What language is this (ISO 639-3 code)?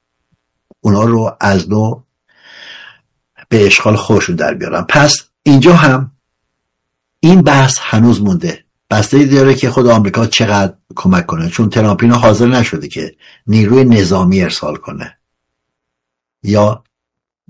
fas